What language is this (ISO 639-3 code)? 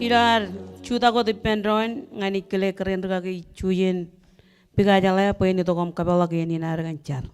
mah